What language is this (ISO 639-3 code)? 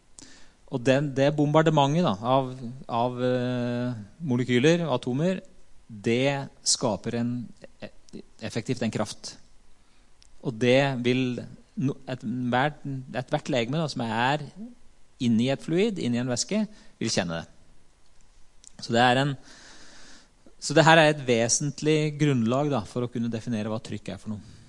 nor